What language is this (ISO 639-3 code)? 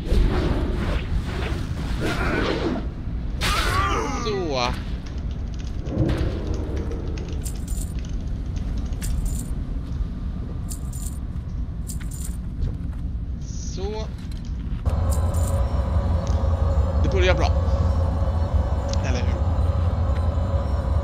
swe